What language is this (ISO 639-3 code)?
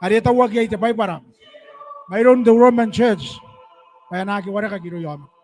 gil